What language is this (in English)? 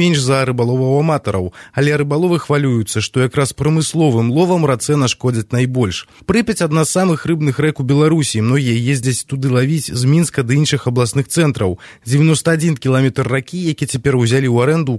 Belarusian